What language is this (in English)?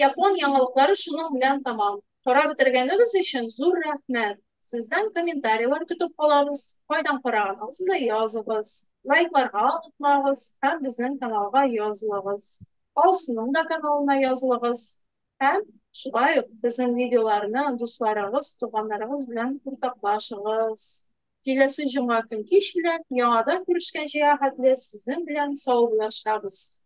Tatar